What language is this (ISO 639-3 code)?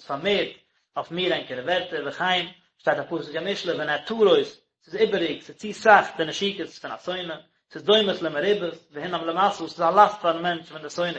yid